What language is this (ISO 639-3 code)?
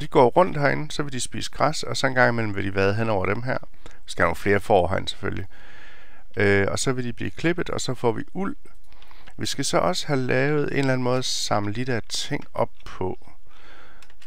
dan